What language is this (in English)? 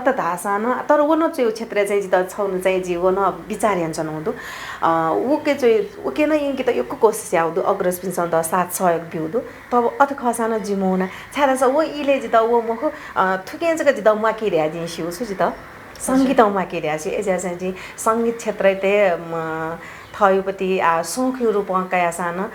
Newari